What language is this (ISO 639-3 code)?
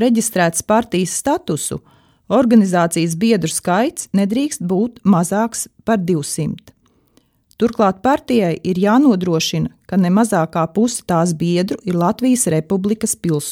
lav